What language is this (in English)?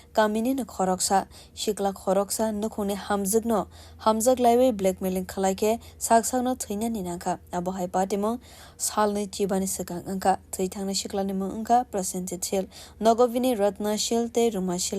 Kok Borok